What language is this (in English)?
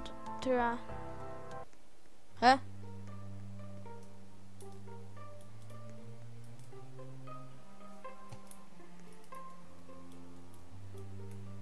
Norwegian